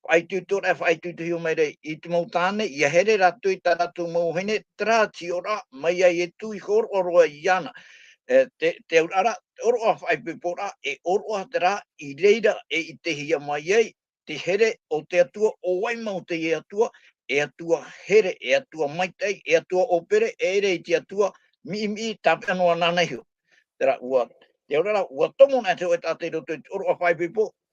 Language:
Tahitian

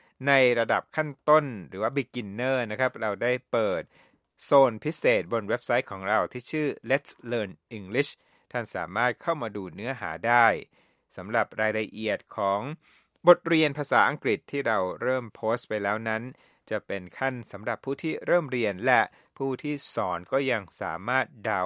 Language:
Thai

